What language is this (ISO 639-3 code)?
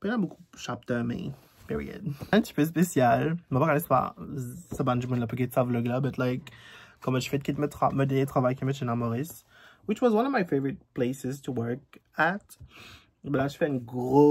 mfe